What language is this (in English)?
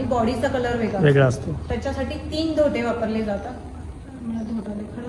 Marathi